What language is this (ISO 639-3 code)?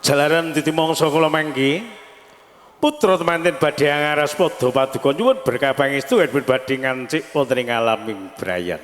jav